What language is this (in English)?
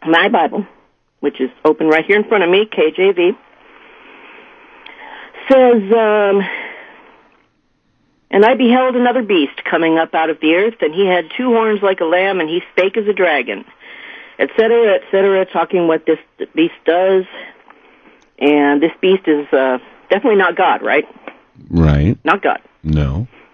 English